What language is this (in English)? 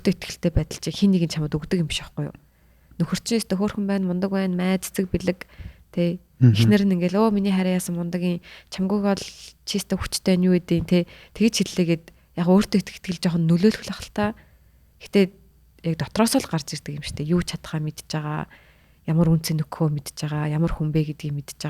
Mongolian